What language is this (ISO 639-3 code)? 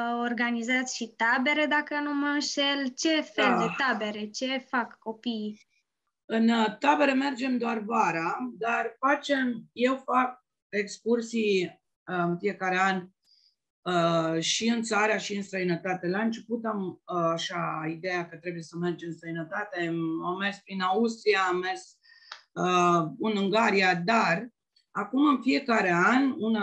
ron